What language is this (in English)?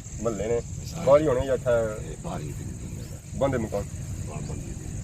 Pahari-Potwari